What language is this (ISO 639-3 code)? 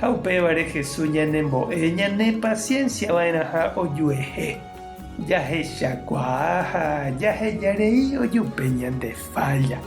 grn